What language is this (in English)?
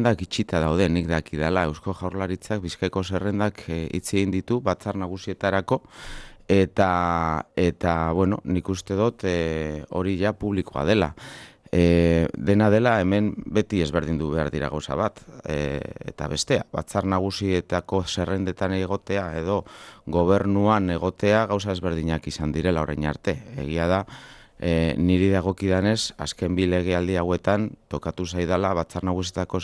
Basque